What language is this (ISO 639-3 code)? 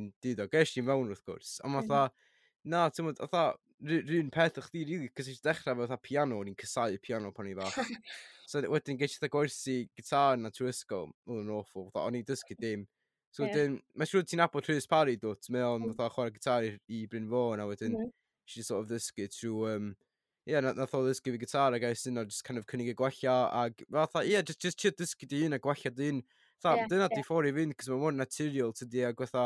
cym